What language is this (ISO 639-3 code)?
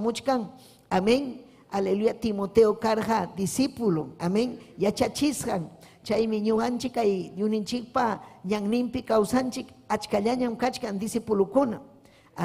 quy